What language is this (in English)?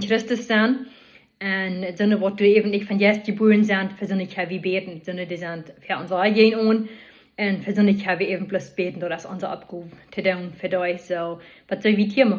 Plautdietsch